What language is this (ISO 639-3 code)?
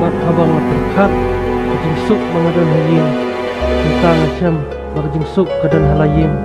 kha